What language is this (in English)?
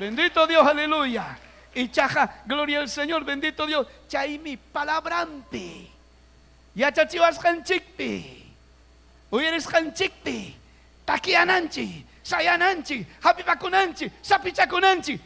Ayacucho Quechua